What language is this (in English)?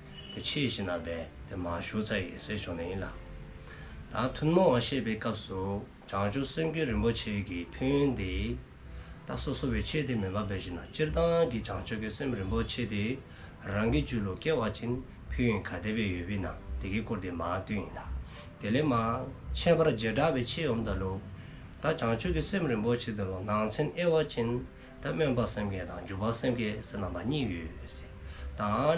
Dzongkha